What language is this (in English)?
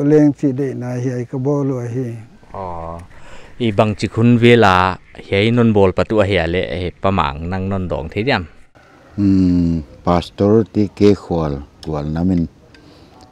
Paite Chin